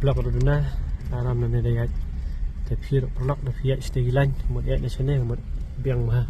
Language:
Khasi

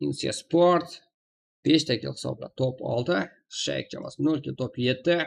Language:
Kara-Kalpak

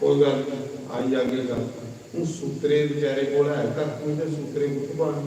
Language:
Dogri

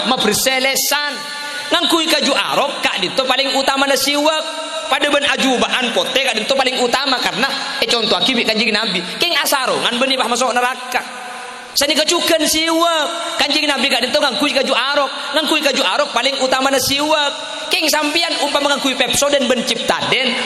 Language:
Madurese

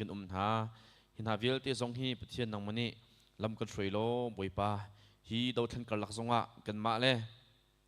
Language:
Hakha Chin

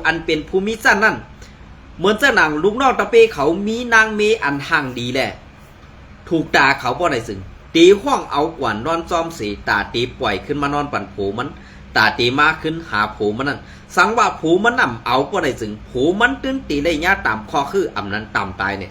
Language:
Shan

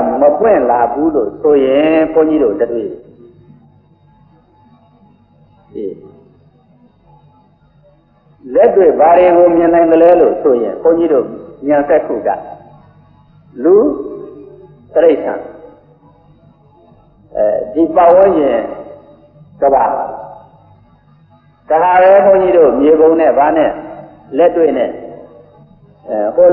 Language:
Burmese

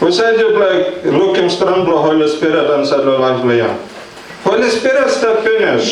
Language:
Tok Pisin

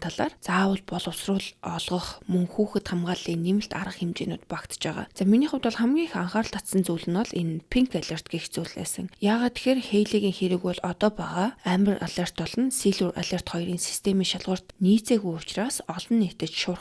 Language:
Mongolian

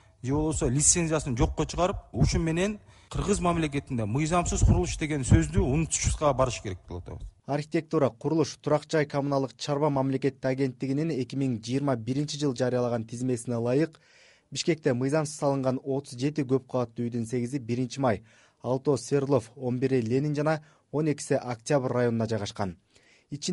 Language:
Kyrgyz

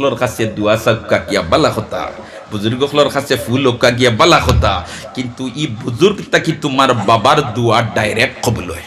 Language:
Sylheti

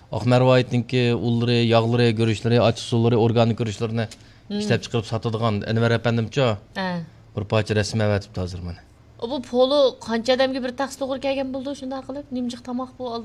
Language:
Uyghur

